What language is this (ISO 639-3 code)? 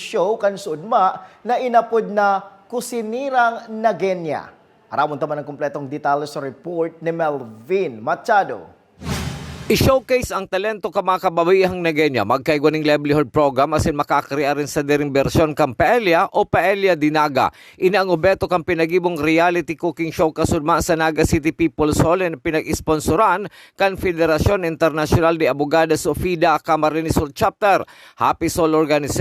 bik